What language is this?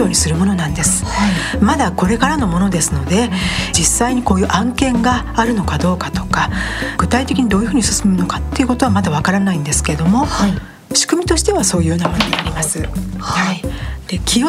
Japanese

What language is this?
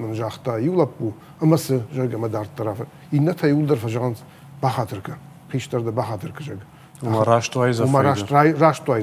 Ossetic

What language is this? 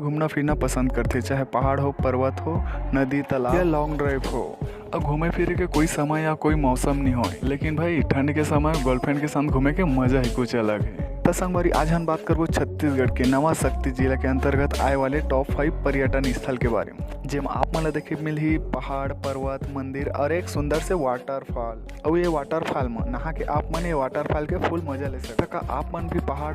Chhattisgarhi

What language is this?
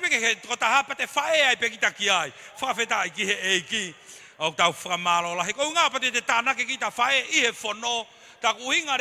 Tongan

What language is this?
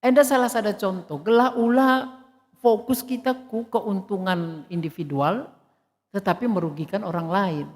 Batak Karo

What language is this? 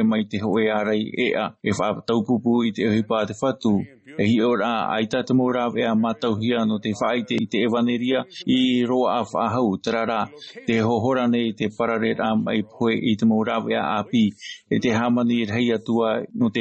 Tahitian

